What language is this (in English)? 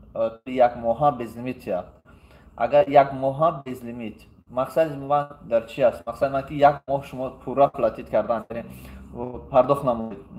Tajik